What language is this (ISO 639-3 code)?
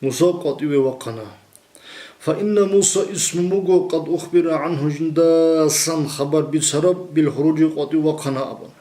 ava